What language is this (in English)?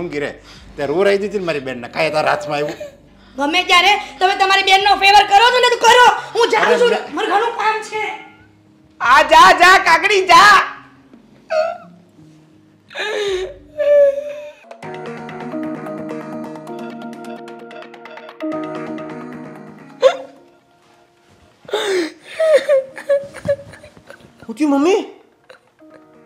Gujarati